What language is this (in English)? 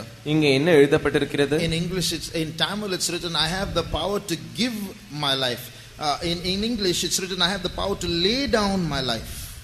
Tamil